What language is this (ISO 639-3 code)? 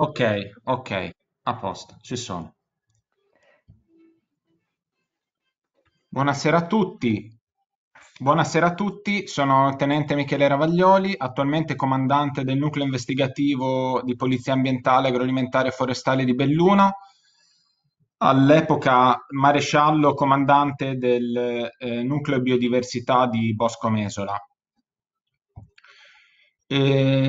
ita